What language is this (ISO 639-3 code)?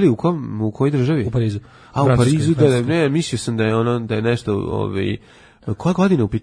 srp